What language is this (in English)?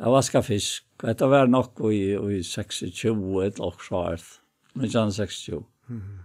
Faroese